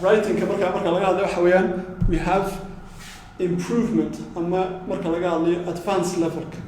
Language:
Somali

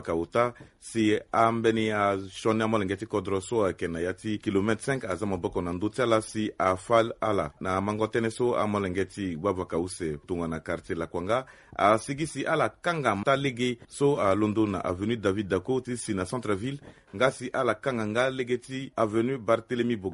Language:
Sango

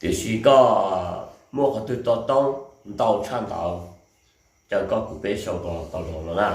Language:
Hmong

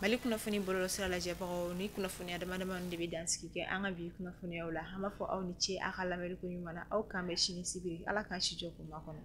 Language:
Bambara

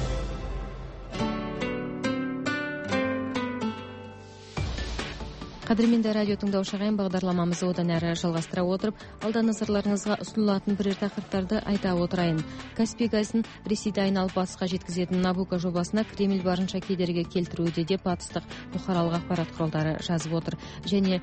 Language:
Kazakh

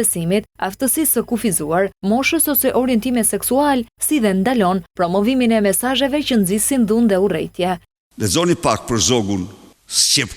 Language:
Albanian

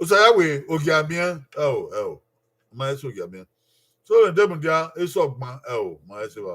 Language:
Bini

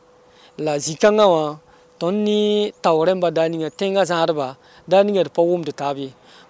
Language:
Mossi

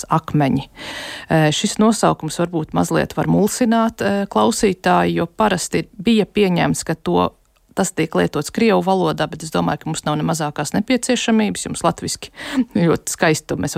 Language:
Latvian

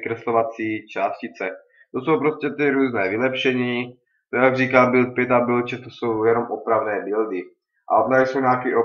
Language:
Czech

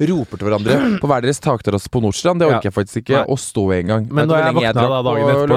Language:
Norwegian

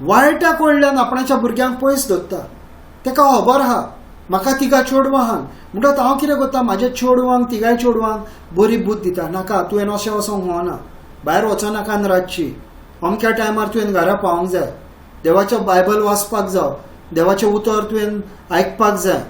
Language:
Konkani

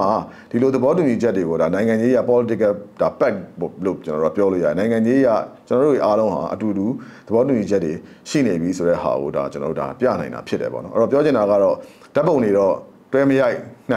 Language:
Burmese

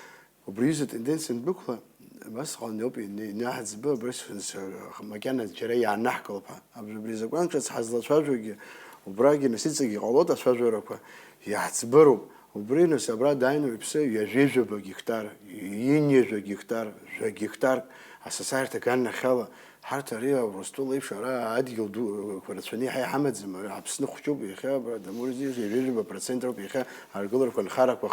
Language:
Abkhazian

